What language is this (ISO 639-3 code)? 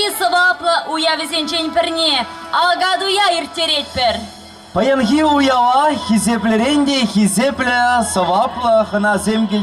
chv